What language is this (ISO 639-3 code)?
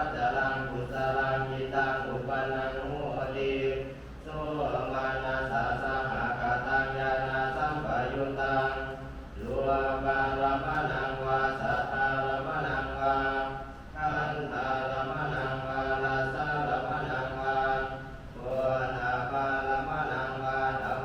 pli